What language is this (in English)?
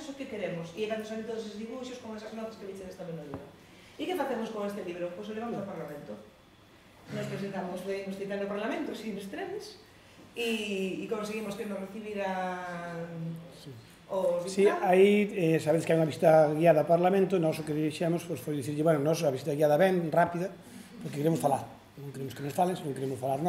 Galician